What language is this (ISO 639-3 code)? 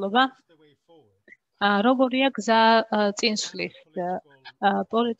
kat